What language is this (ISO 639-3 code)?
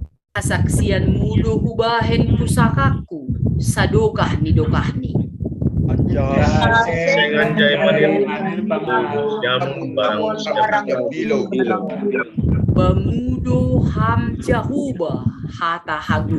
bts